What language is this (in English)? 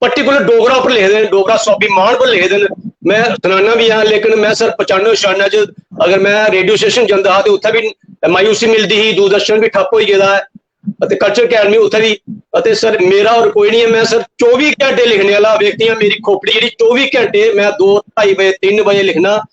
Dogri